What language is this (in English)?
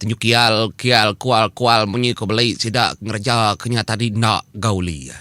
Iban